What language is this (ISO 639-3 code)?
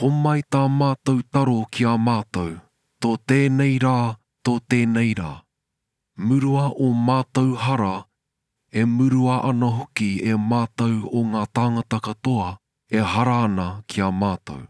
mri